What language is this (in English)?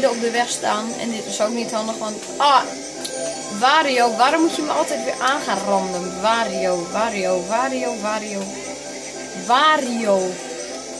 Dutch